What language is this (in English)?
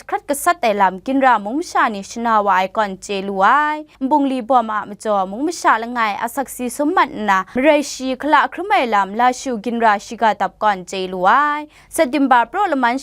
Kachin